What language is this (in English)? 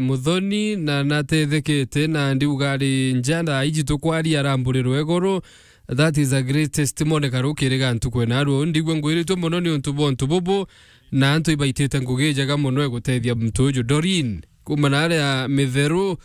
Meru